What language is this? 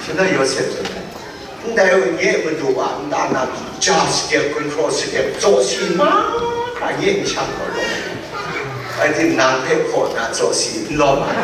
Kachin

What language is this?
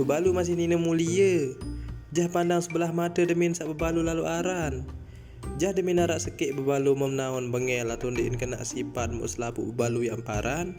Sasak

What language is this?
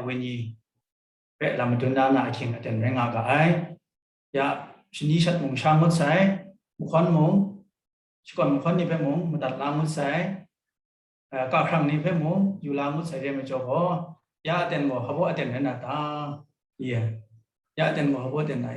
Kachin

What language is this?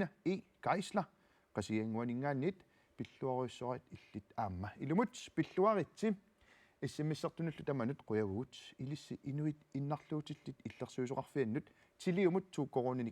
Kalaallisut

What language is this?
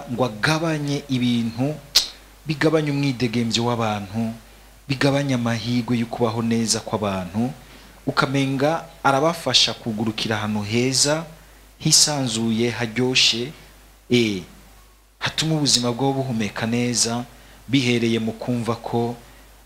Rundi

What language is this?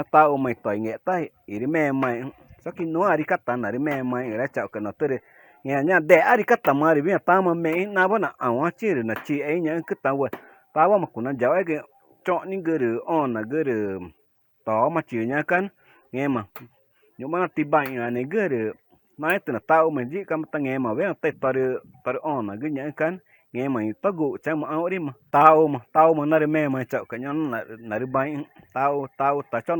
Ticuna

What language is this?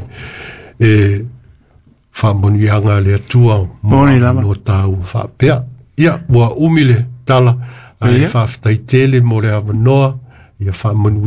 Samoan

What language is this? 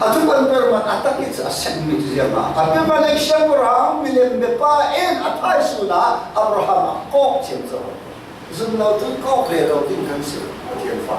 Falam Chin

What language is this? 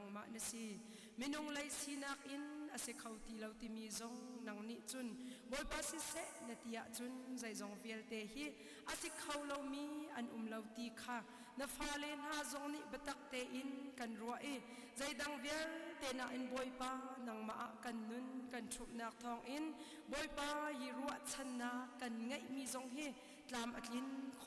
Hakha Chin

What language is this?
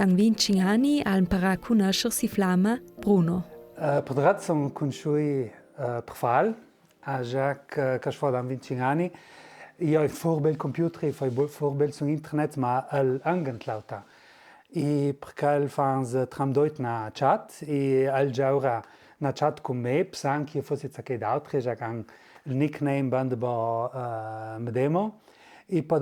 Ladin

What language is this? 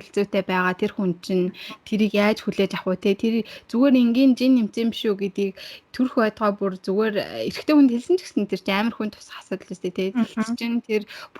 Mongolian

